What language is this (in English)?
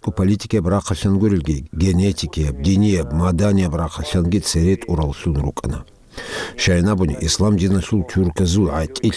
Avaric